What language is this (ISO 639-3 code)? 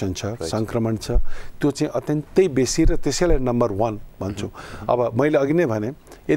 nep